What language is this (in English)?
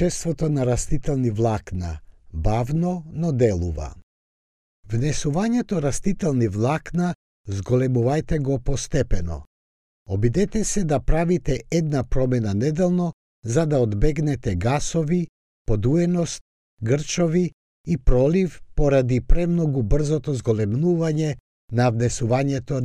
Macedonian